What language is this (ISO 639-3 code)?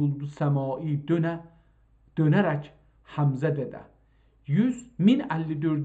azb